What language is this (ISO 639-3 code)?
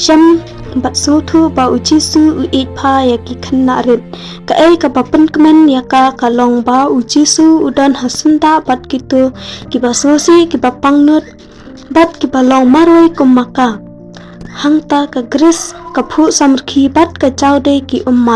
kha